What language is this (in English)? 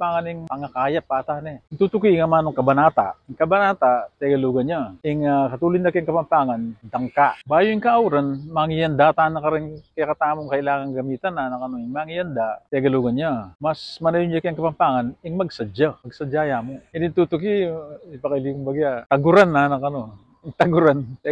Pampanga